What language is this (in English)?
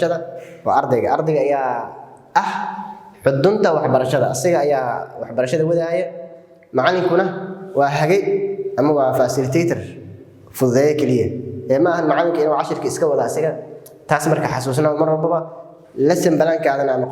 Somali